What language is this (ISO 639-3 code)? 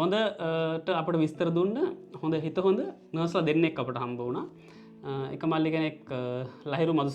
sin